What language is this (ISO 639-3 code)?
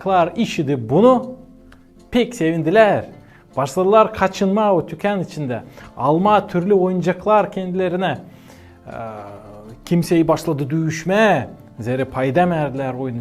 gag